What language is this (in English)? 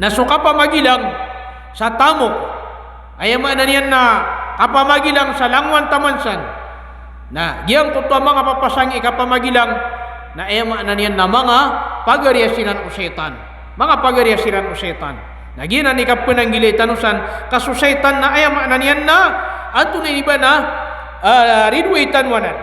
Maranao